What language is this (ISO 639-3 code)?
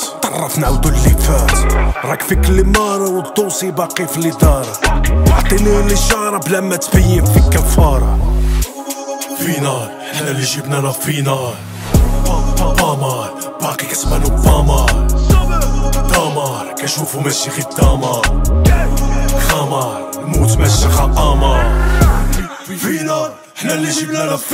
ary